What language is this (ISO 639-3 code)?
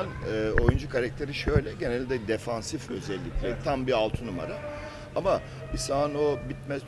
tur